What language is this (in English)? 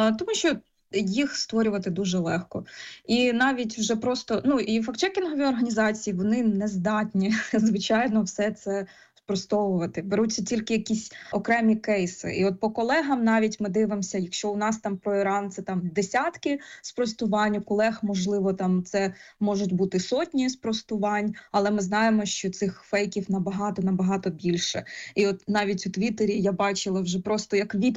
Ukrainian